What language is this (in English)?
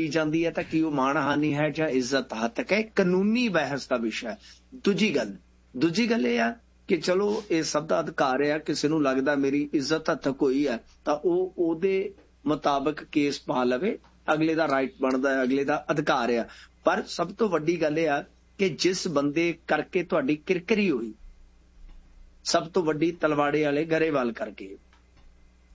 Punjabi